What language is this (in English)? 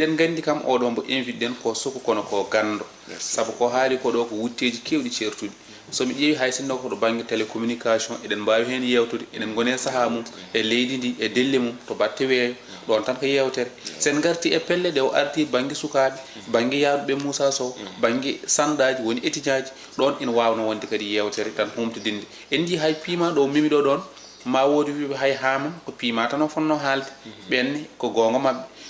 Fula